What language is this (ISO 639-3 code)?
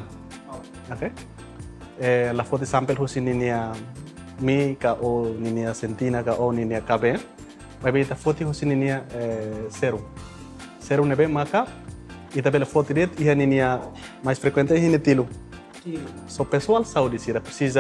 tet